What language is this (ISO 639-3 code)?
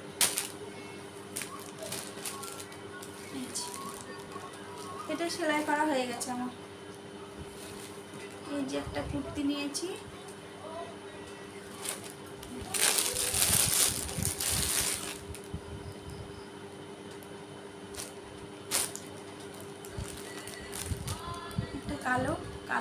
ben